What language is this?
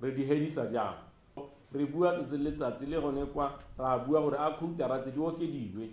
Tswana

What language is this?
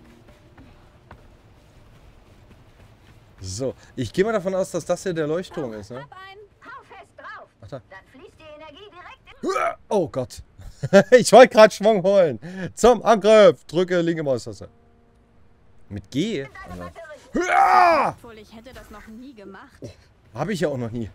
German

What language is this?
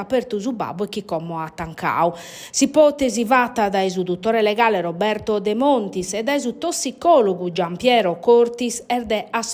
Sardinian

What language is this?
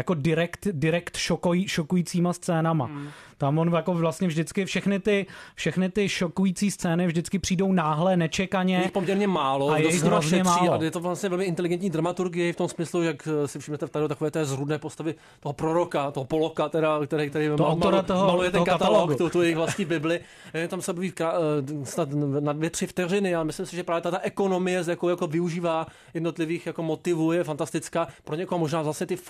Czech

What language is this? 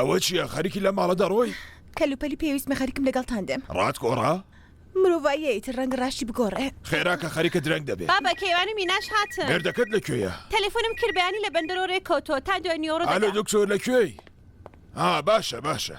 Central Kurdish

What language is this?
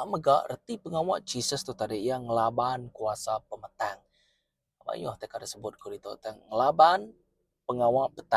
Iban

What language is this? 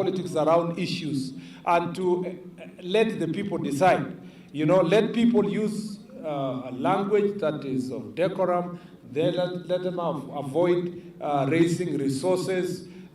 Kamba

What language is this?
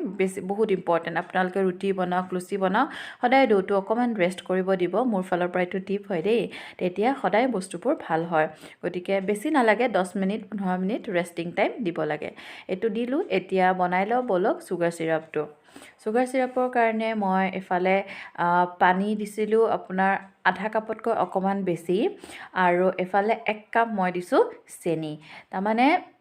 Assamese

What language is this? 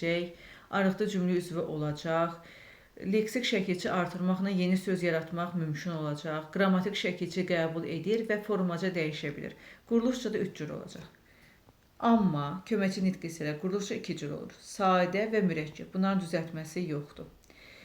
Azerbaijani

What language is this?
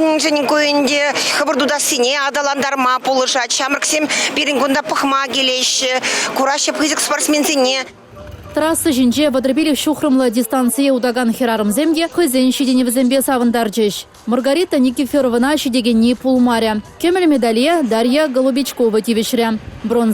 Chuvash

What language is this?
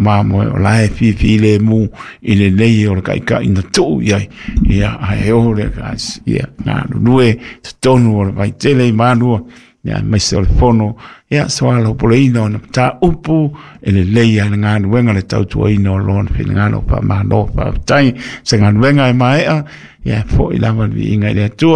Samoan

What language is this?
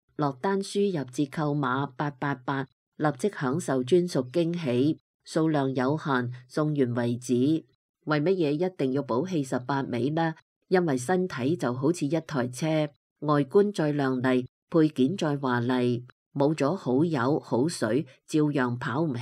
Cantonese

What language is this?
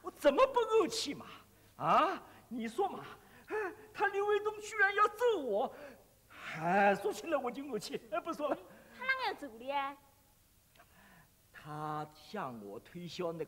Chinese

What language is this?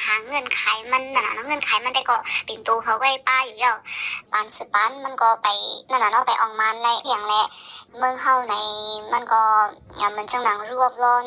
Shan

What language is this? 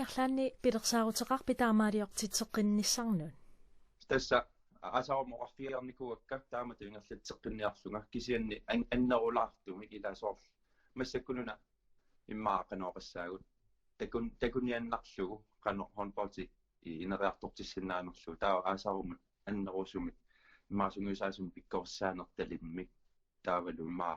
Kalaallisut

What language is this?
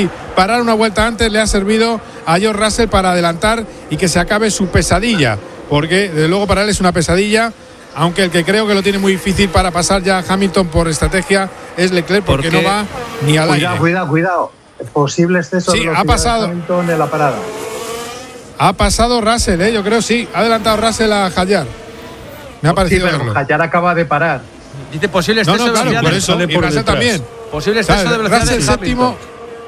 Spanish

